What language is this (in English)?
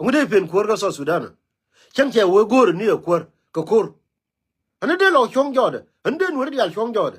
Nuer